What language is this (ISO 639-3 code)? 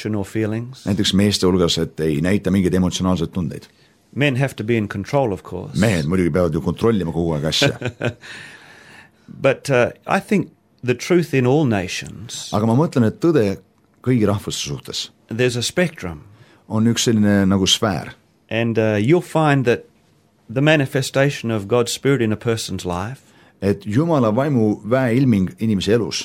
est